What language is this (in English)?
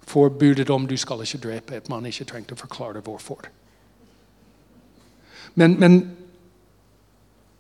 Norwegian